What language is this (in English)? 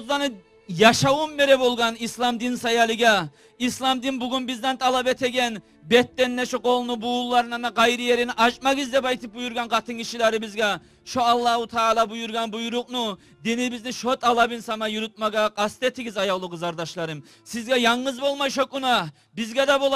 Kumyk